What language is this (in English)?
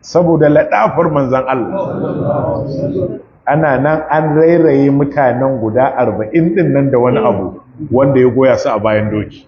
Hausa